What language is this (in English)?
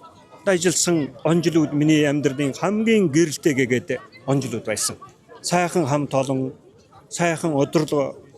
Mongolian